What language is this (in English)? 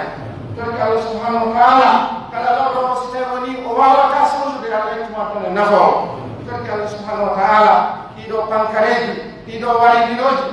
Pular